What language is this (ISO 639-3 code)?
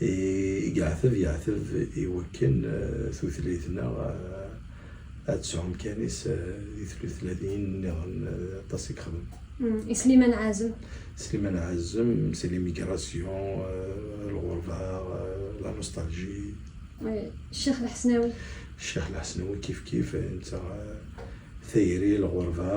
kab